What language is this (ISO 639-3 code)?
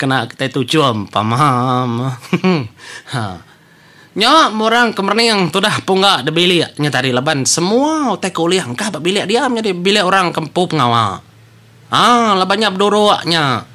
iba